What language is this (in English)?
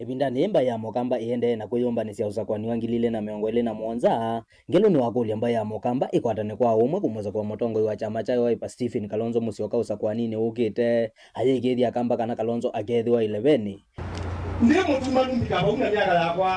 Kamba